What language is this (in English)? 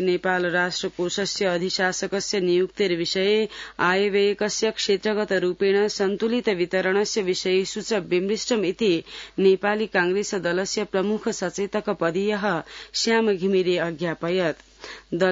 Sanskrit